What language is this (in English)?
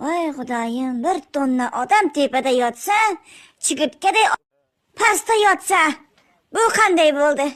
Uzbek